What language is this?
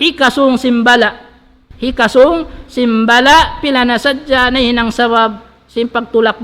Tausug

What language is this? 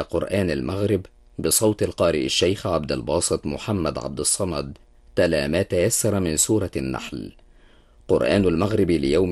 Arabic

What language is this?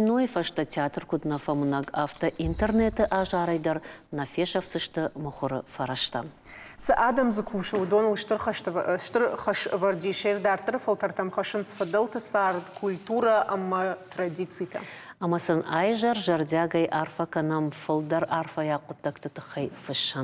Ossetic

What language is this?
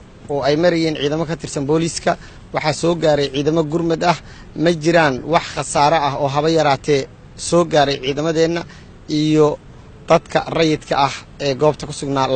Somali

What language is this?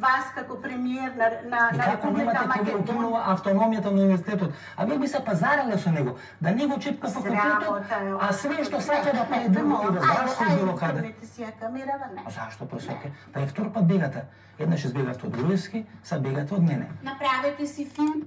Macedonian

